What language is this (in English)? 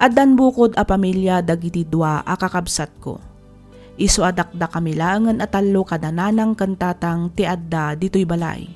Iloko